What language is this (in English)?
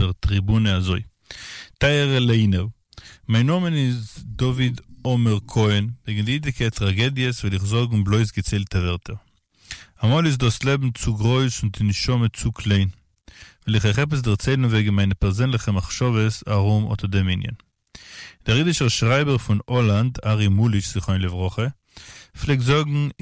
Yiddish